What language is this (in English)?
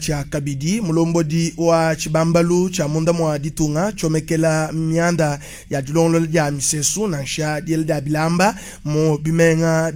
Luba-Lulua